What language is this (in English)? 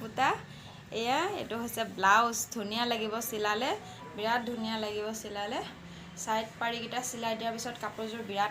Assamese